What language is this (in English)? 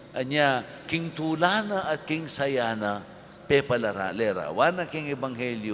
Pampanga